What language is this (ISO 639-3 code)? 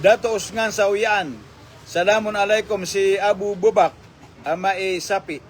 mrw